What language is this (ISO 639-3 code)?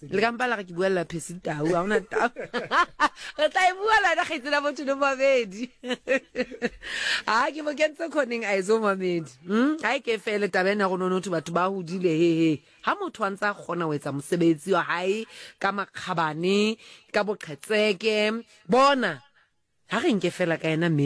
sot